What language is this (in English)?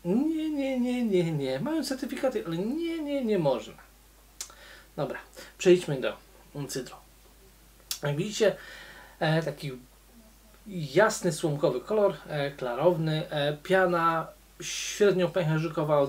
Polish